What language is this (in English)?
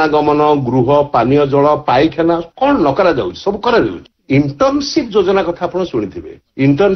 Odia